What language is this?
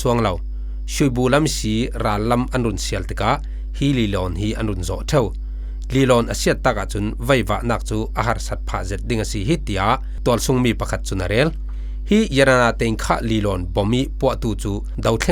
Falam Chin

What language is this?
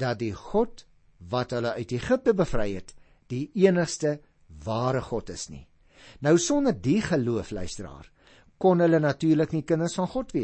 Afrikaans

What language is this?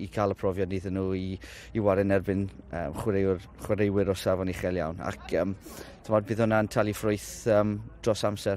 Welsh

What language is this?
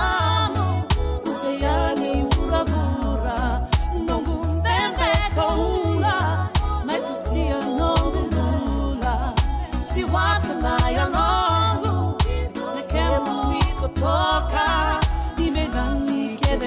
Fijian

